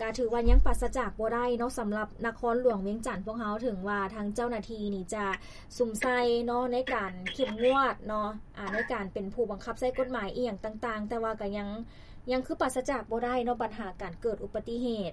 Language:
Lao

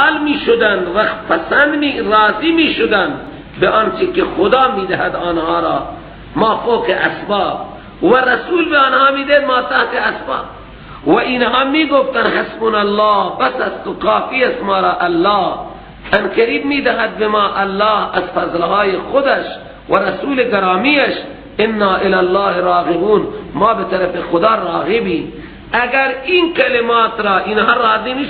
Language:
Persian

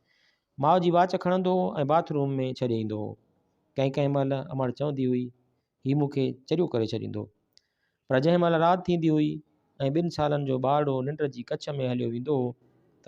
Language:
Sindhi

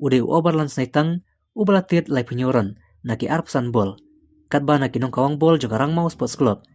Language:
Khasi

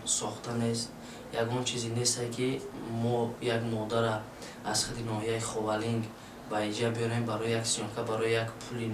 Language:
Tajik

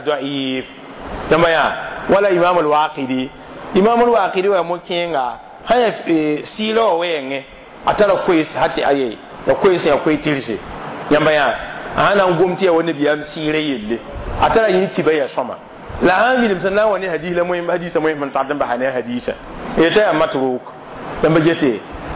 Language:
Mossi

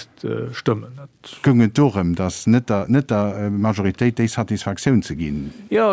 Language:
Luxembourgish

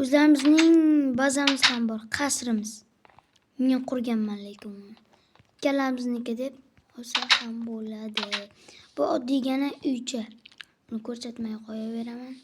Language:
Uzbek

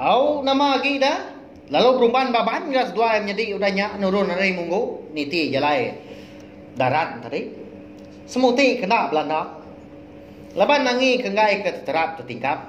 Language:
Iban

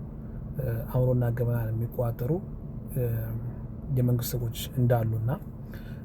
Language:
Amharic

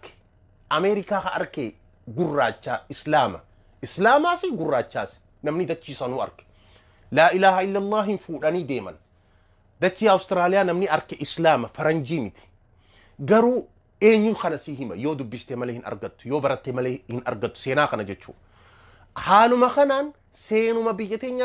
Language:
Oromo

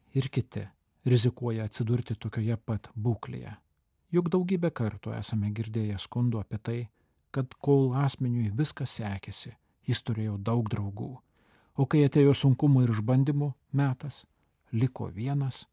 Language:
Lithuanian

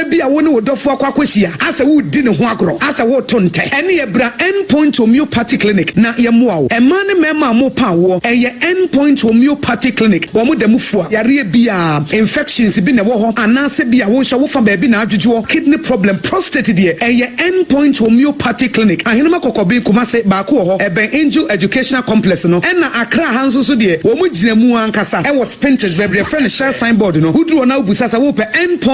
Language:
Akan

